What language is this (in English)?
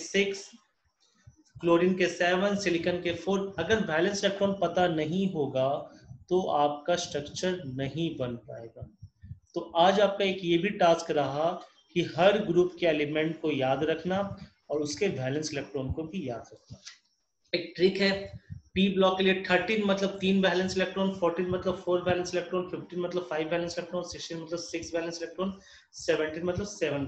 Hindi